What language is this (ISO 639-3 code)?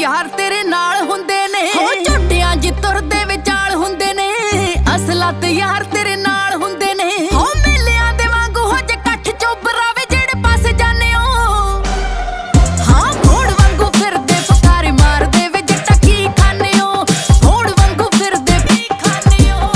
pan